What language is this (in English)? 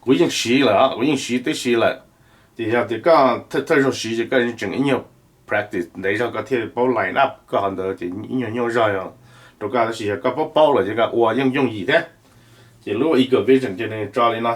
Hmong